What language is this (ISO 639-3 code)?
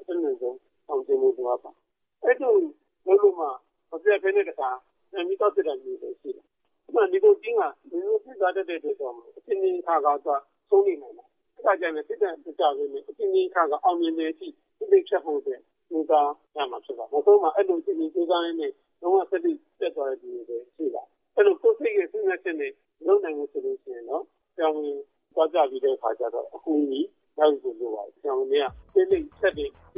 mya